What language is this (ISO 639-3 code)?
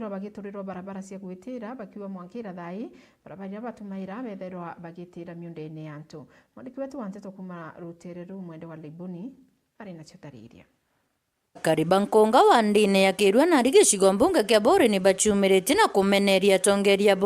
mer